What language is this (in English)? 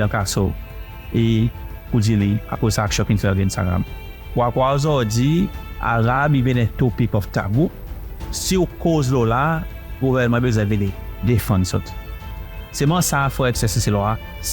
Seselwa Creole French